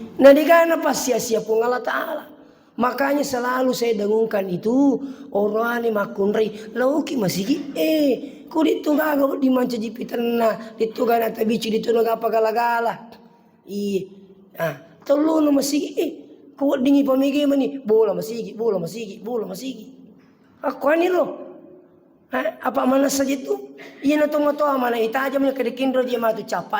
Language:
Buginese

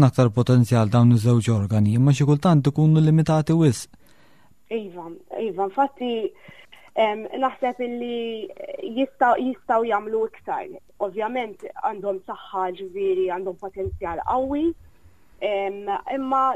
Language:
Maltese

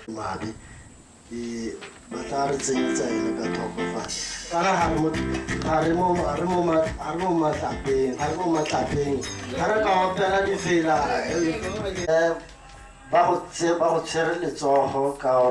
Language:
Tswana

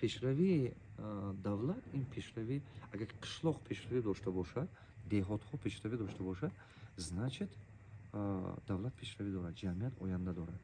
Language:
Tajik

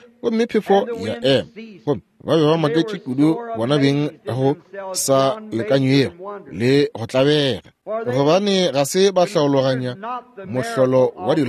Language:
Northern Sotho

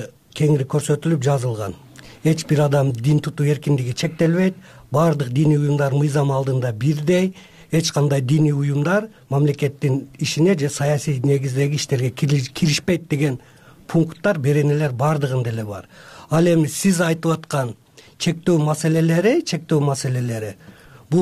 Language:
Kyrgyz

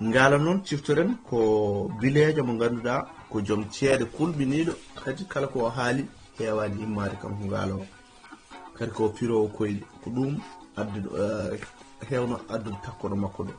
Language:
Fula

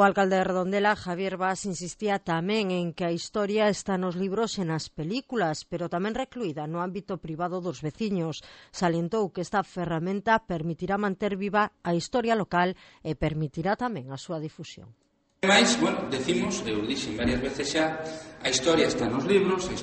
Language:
Galician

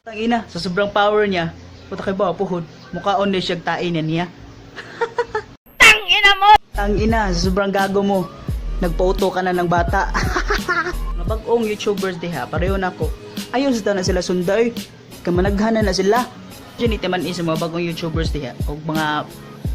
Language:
Cebuano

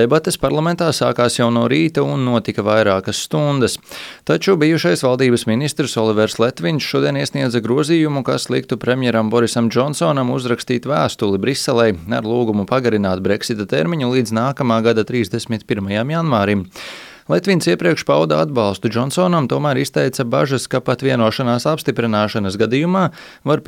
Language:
Latvian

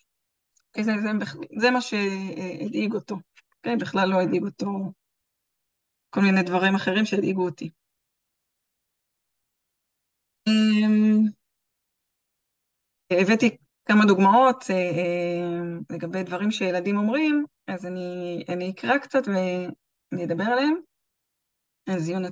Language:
Hebrew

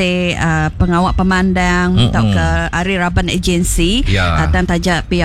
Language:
Iban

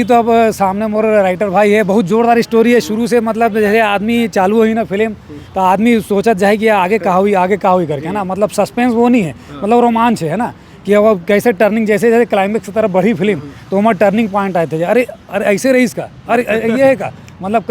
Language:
Chhattisgarhi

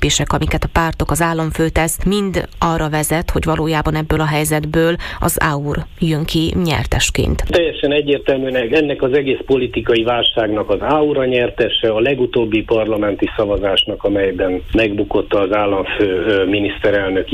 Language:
Hungarian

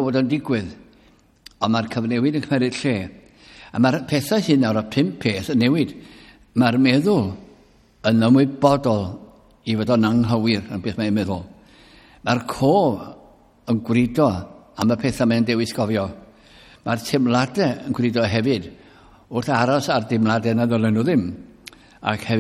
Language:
Welsh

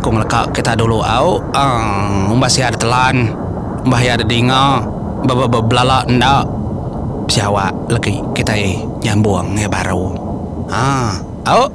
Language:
Iban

